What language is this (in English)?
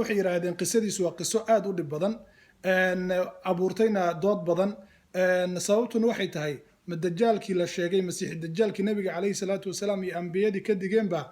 Somali